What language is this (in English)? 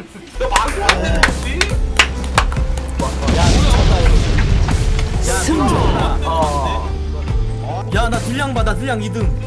Korean